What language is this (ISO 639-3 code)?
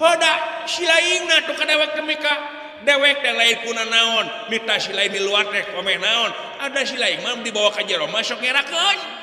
sun